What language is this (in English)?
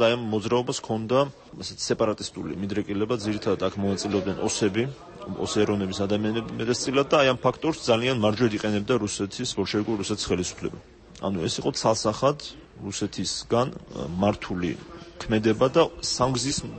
Georgian